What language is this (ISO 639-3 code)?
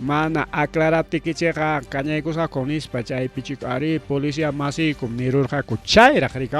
quy